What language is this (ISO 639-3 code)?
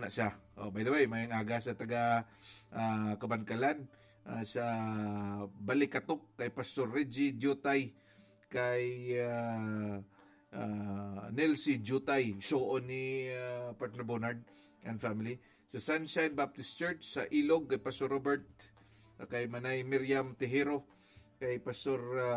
hil